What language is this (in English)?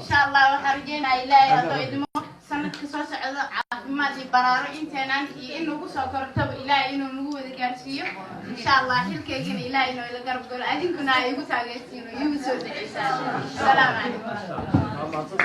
Somali